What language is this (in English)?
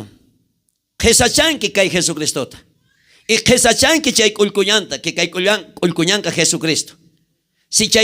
South Bolivian Quechua